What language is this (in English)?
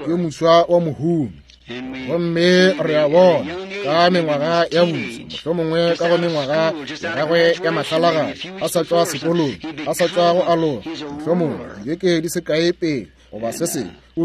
Northern Sotho